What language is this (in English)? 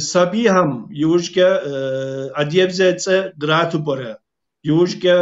Kabardian